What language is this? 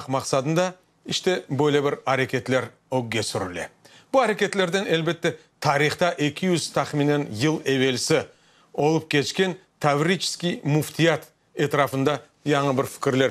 Crimean Tatar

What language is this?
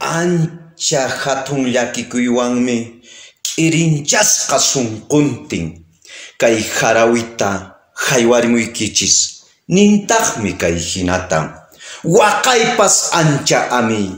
Quechua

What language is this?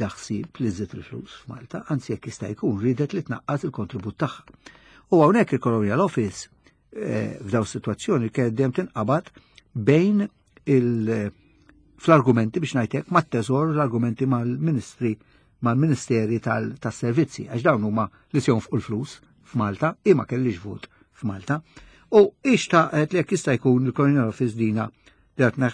Maltese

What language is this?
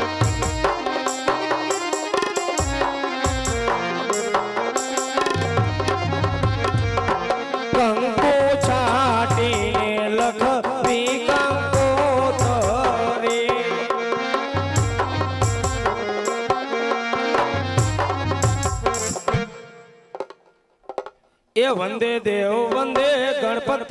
Gujarati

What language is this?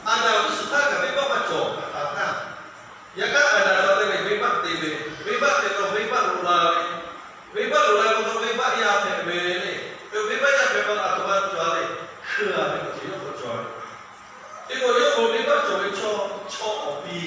Lahu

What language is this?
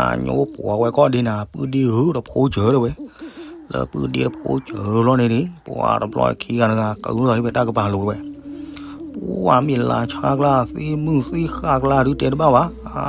S'gaw Karen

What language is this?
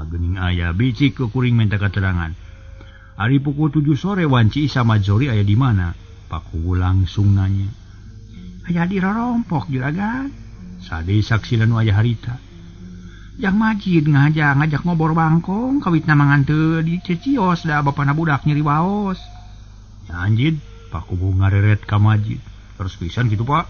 Sundanese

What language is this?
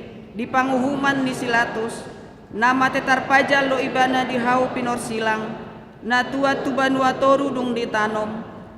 Batak Toba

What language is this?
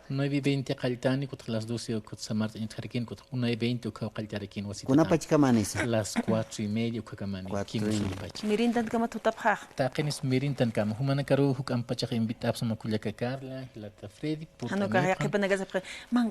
Aymara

